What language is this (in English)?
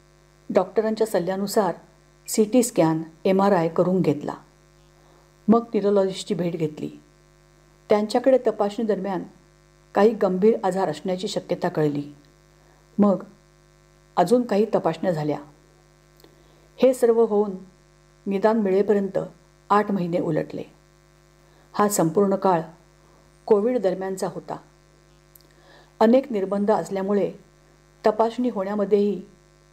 Marathi